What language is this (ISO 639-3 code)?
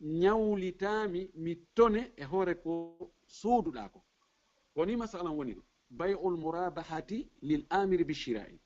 ful